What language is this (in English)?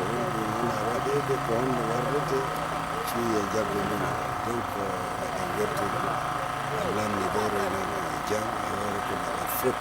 Fula